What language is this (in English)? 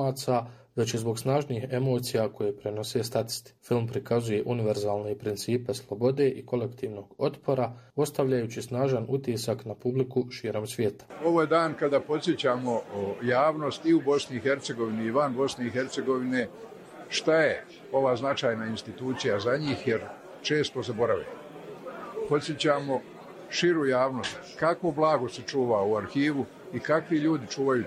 Bosnian